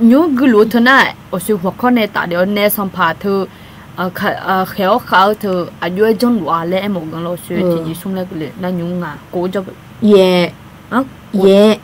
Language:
Akha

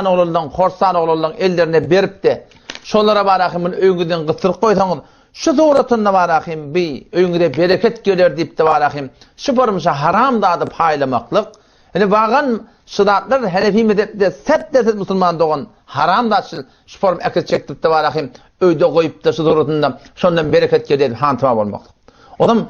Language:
Turkmen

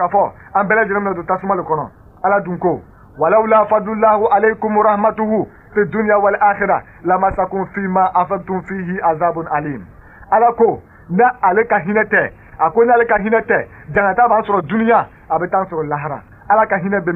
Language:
Bambara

